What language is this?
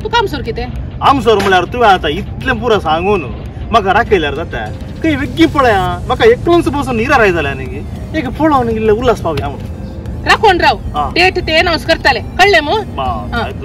Konkani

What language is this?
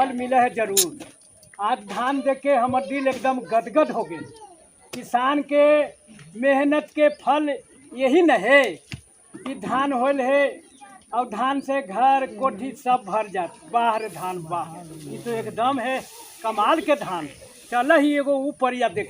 Magahi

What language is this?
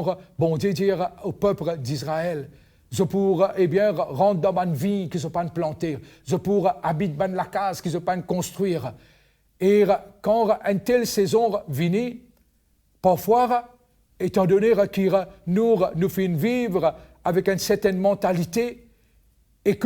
Morisyen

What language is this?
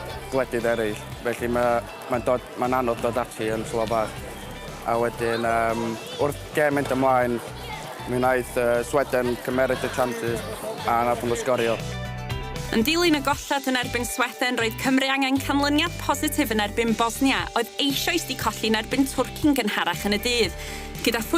Welsh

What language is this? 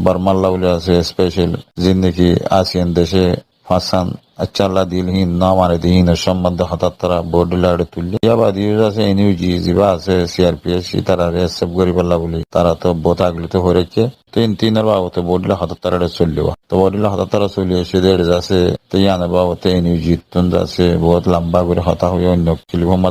Rohingya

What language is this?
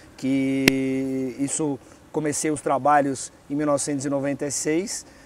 Portuguese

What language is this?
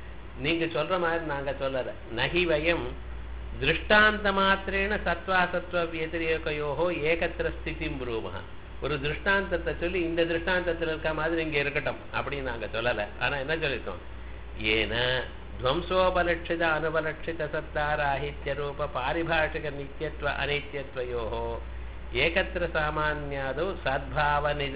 Tamil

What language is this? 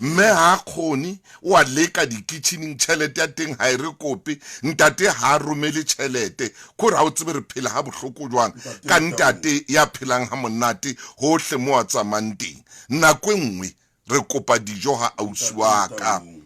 Southern Sotho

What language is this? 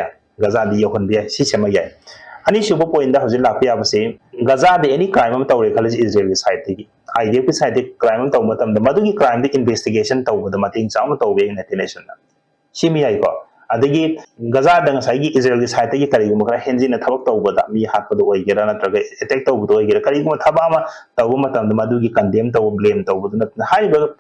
Manipuri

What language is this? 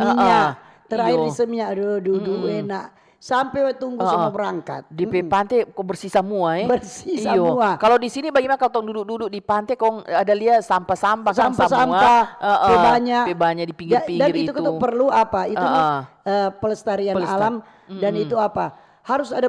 Manado Malay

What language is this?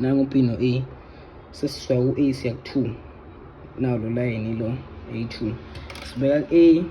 Zulu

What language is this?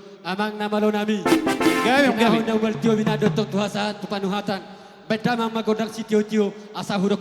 Batak Toba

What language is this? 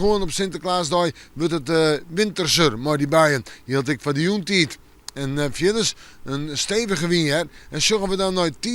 Western Frisian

